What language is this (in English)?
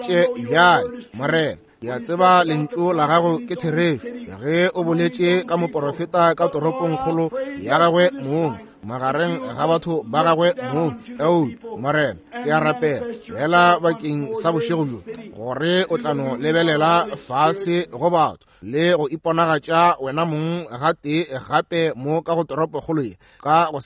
Northern Sotho